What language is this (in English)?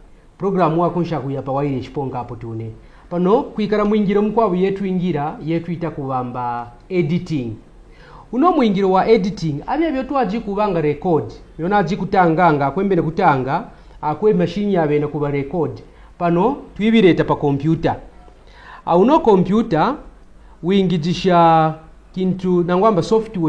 Kaonde